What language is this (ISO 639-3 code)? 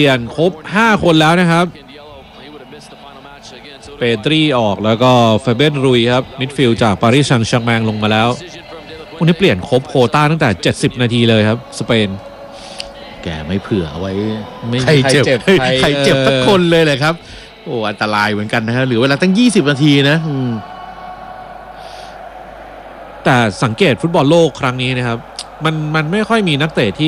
tha